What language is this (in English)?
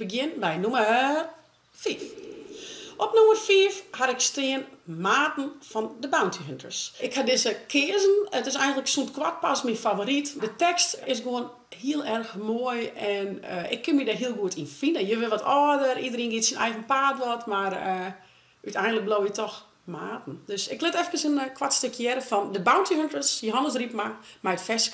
Western Frisian